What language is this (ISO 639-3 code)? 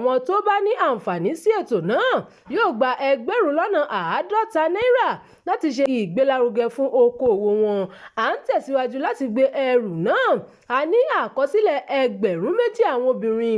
yor